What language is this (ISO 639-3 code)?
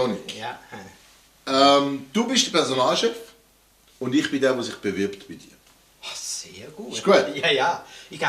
gsw